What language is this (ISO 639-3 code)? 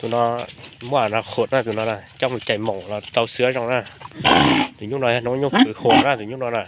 hmn